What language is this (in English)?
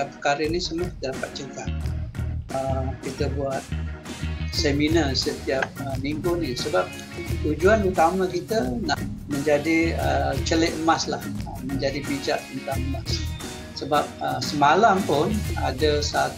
Malay